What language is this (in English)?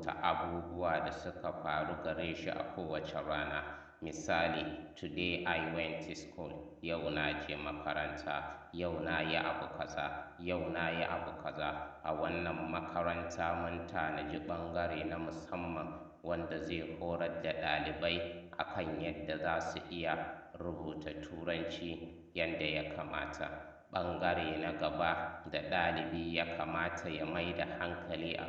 Hausa